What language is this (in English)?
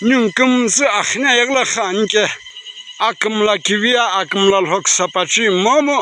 Sumi Naga